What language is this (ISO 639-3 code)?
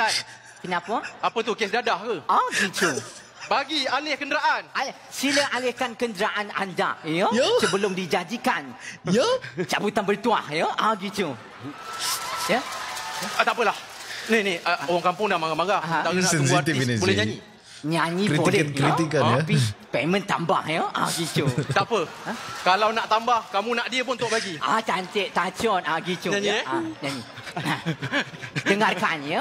msa